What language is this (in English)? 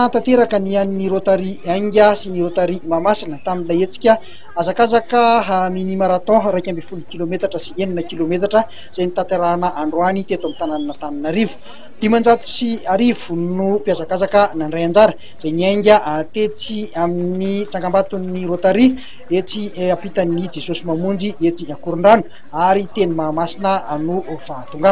Malagasy